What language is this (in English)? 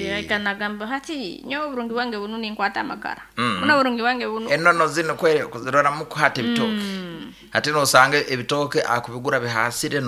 Nyankole